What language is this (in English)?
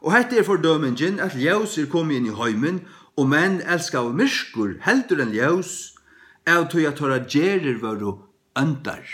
Faroese